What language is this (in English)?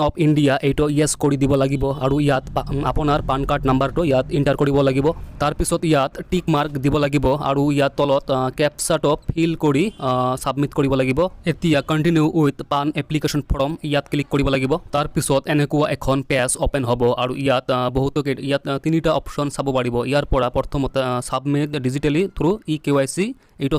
Assamese